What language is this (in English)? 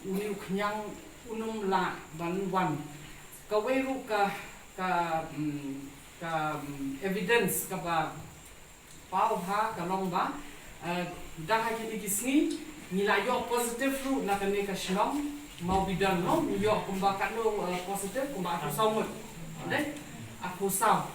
Khasi